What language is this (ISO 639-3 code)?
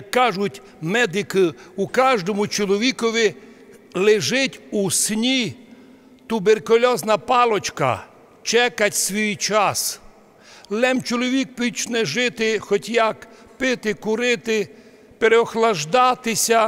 rue